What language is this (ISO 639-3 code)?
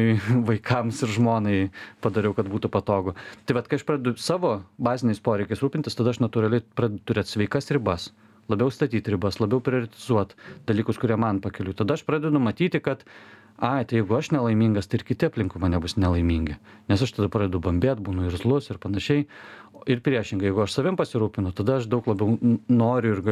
lit